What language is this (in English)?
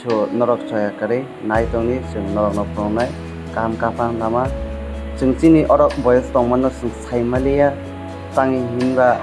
Kok Borok